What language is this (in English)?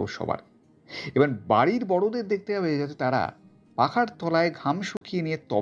Bangla